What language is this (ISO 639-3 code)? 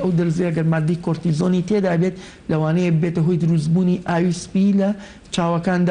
ckb